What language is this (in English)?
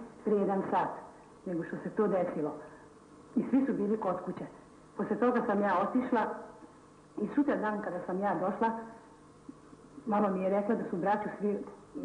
Serbian